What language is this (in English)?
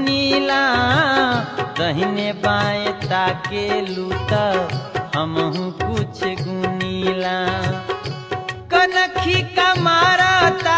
Bhojpuri